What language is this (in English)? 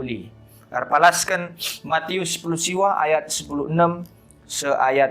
Batak Karo